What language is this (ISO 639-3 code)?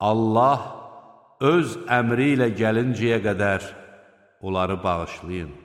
aze